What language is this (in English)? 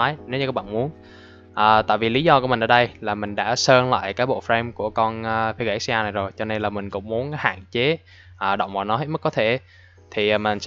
Vietnamese